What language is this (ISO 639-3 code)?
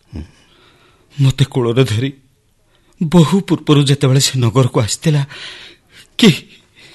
ori